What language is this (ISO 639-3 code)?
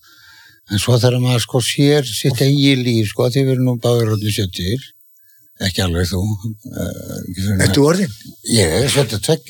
isl